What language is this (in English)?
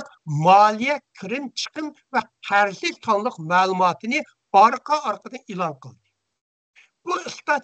Uyghur